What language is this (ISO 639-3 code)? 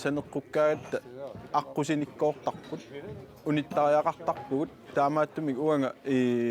kal